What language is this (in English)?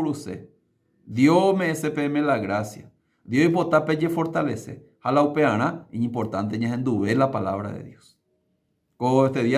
Guarani